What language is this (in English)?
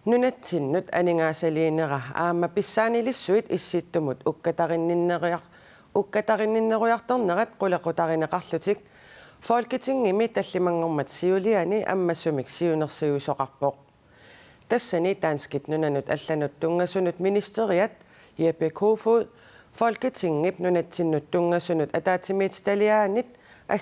Kalaallisut